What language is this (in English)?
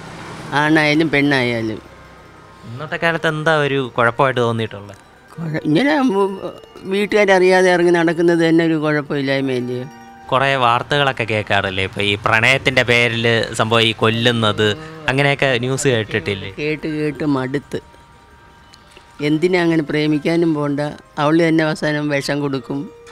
Malayalam